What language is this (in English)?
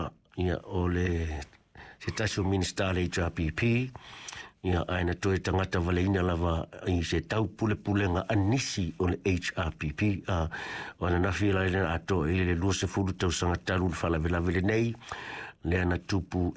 Samoan